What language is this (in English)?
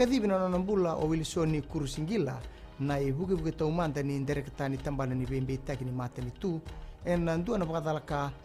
Fijian